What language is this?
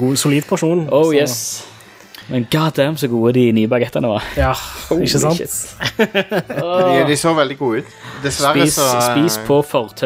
Norwegian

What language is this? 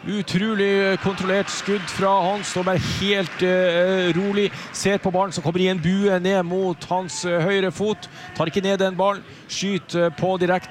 Norwegian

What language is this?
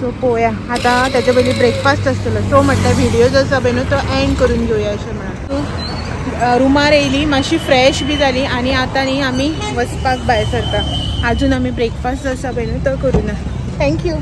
Konkani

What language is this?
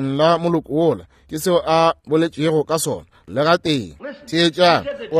Northern Sotho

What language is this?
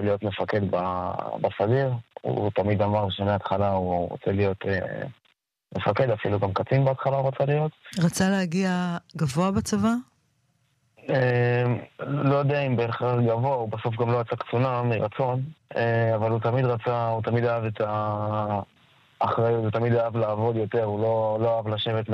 Hebrew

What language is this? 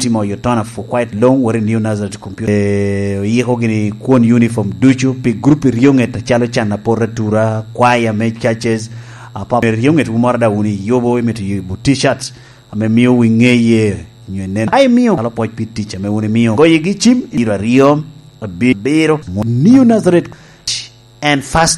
Lango (Uganda)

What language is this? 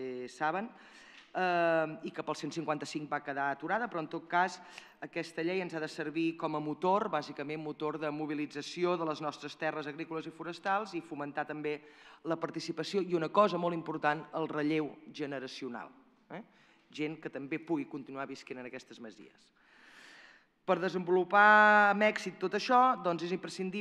Catalan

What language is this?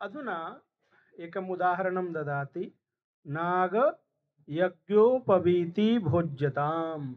Sanskrit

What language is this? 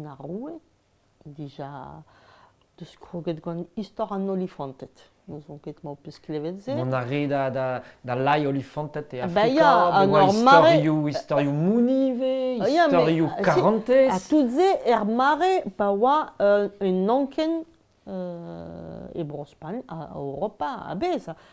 Breton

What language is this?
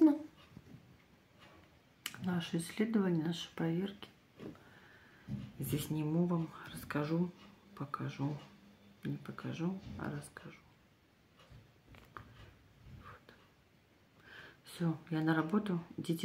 Russian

